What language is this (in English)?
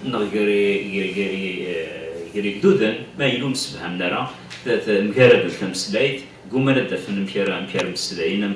Kabyle